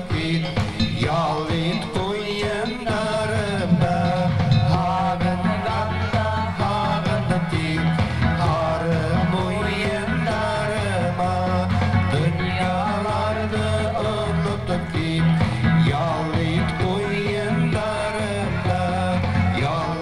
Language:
Bashkir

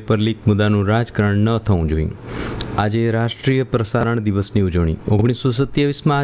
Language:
Gujarati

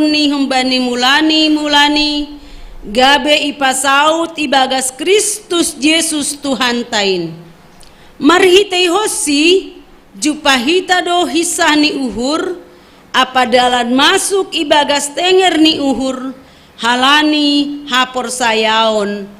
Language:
Batak Simalungun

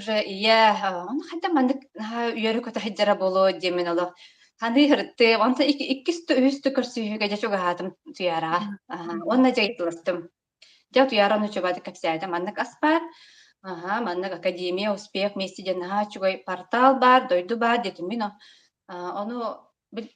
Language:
Yakut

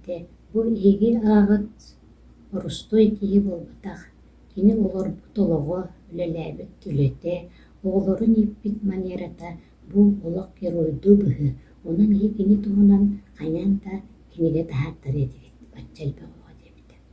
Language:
Yakut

